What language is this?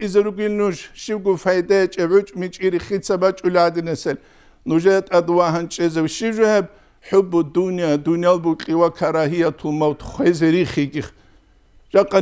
Avaric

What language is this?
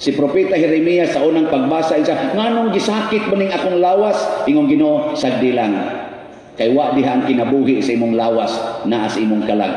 Cebuano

